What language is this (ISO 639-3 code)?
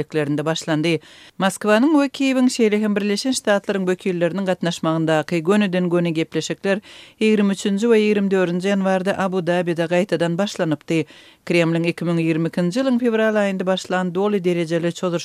tuk